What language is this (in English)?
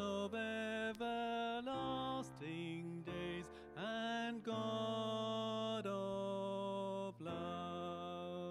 English